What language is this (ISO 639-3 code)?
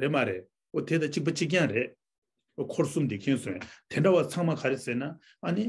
bod